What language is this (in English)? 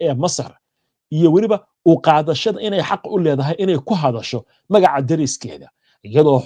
Somali